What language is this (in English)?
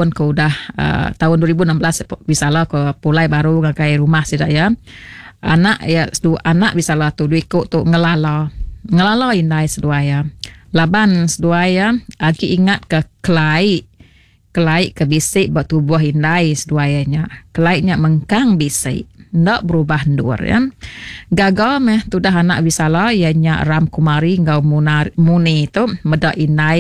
Iban